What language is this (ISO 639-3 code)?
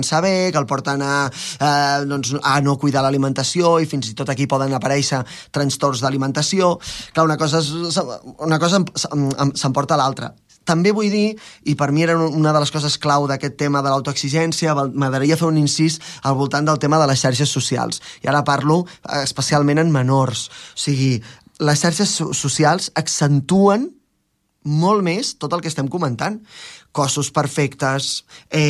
cat